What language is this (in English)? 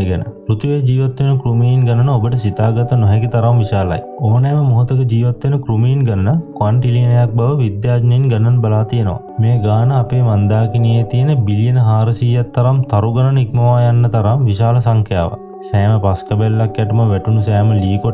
Sinhala